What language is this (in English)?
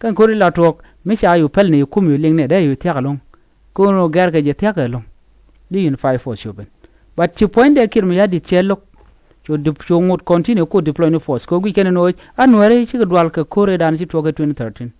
Nuer